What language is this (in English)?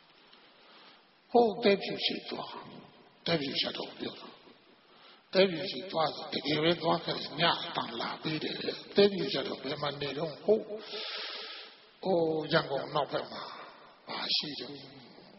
Burmese